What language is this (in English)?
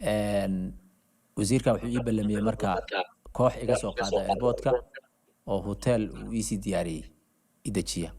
Somali